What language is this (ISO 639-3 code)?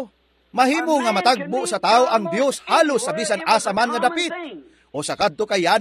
ceb